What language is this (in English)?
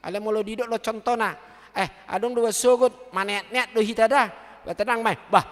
Batak Toba